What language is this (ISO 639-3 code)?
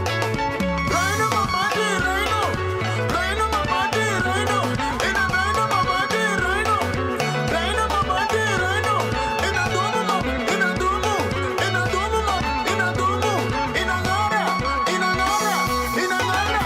mer